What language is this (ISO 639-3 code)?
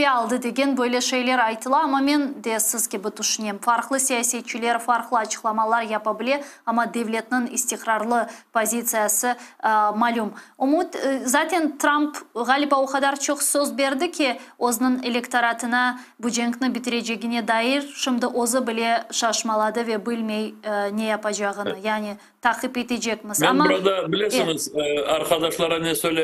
crh